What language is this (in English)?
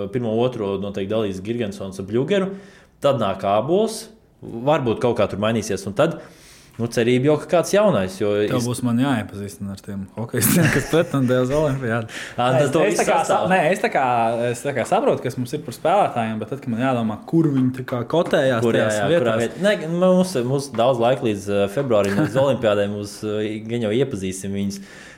Latvian